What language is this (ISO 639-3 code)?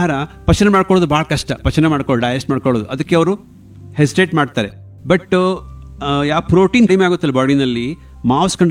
kan